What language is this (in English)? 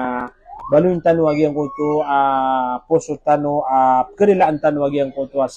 Maranao